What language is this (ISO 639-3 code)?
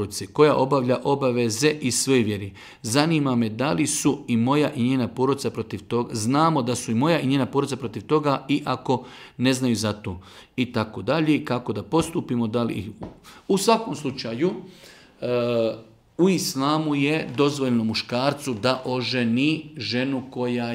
bos